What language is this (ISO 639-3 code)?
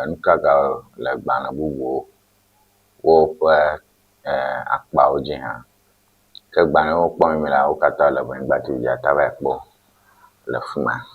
ewe